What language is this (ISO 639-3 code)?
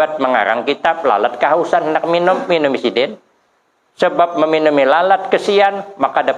bjn